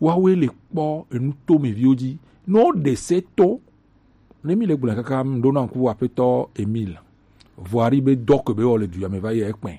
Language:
Gen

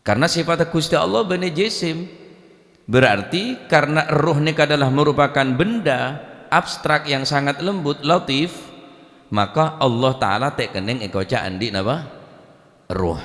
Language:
Madurese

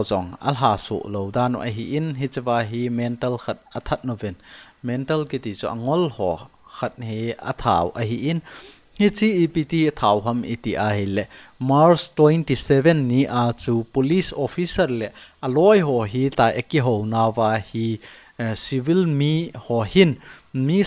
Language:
Thado Chin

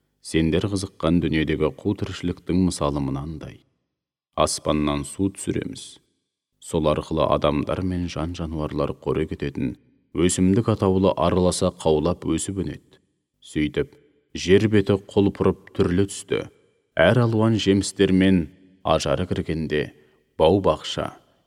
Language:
Kazakh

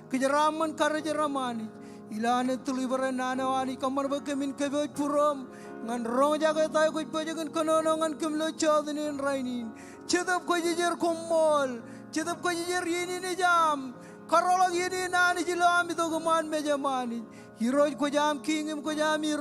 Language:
Marshallese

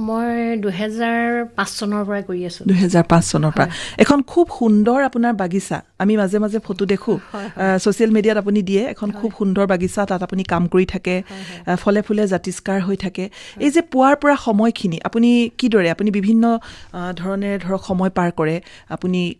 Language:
Assamese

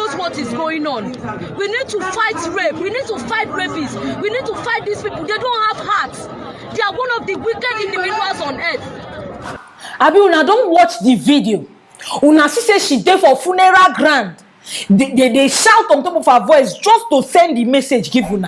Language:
Nigerian Pidgin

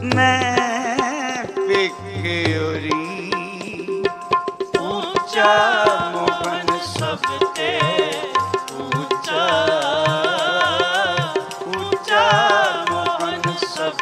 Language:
Punjabi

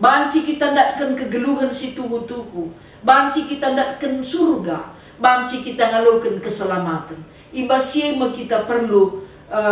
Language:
Batak Karo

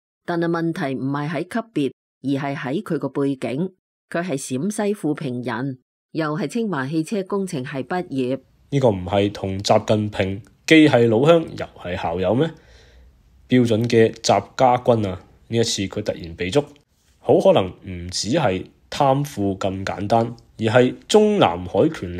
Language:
Cantonese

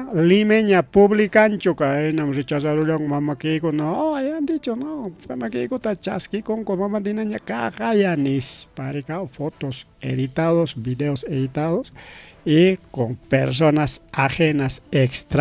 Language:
Ayacucho Quechua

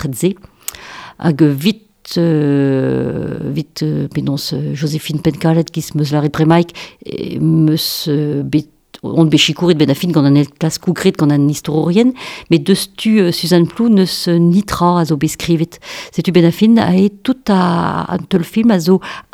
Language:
Breton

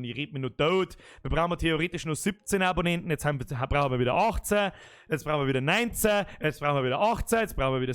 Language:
Bavarian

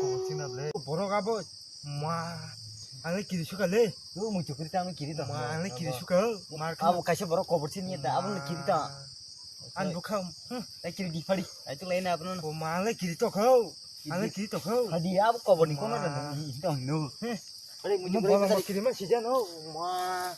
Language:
Kok Borok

